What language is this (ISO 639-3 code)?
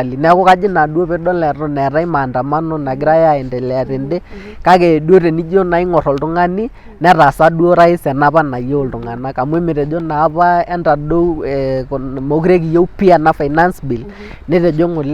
mas